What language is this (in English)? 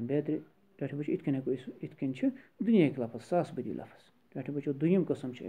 Kashmiri